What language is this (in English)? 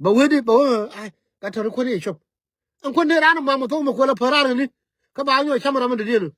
Nuer